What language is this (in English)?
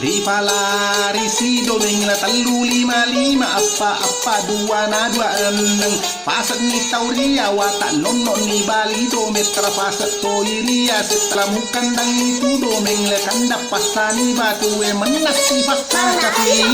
Buginese